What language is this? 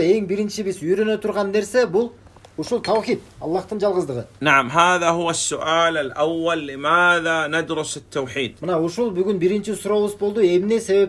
Kyrgyz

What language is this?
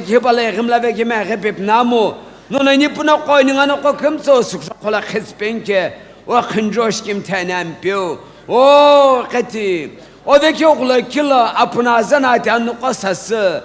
Sumi Naga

